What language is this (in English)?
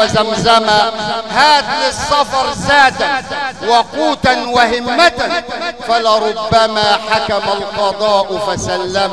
Arabic